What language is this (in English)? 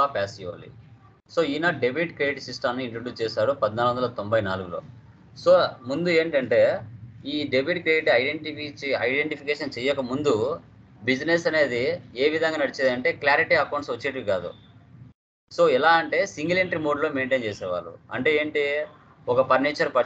Telugu